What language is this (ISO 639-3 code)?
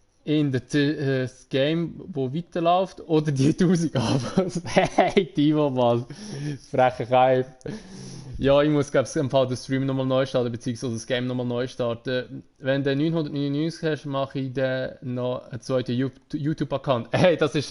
gsw